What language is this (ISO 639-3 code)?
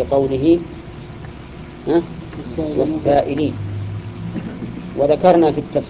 ara